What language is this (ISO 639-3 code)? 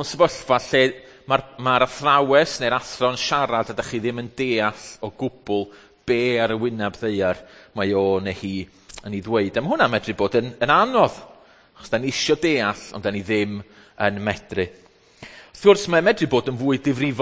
cym